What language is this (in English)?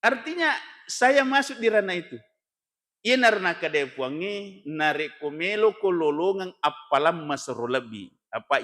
Buginese